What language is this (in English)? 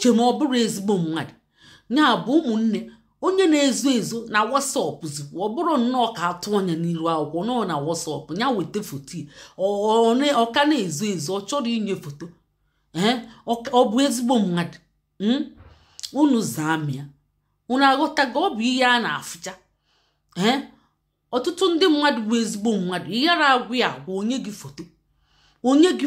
Igbo